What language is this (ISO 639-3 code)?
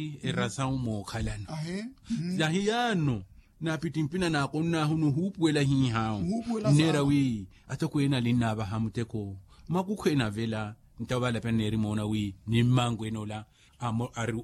vmw